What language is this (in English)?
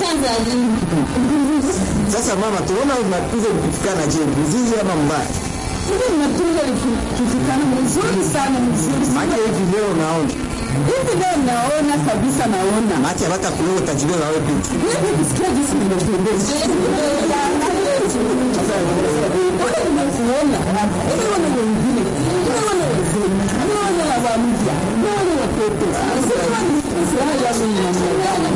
Swahili